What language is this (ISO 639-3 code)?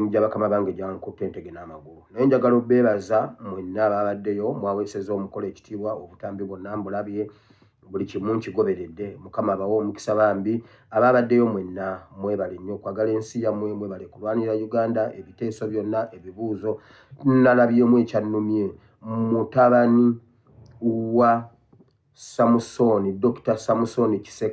lug